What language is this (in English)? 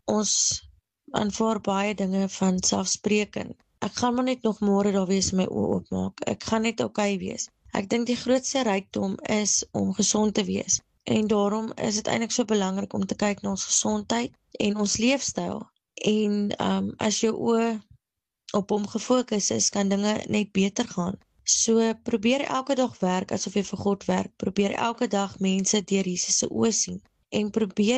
Afrikaans